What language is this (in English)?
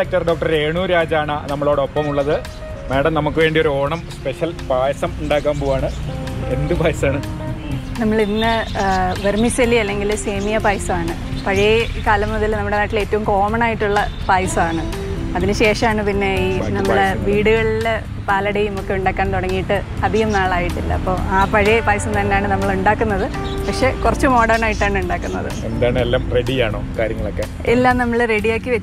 Malayalam